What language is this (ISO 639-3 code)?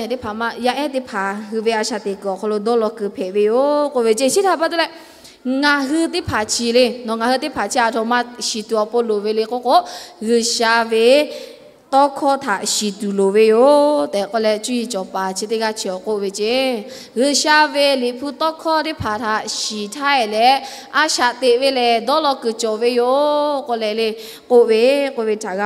lhu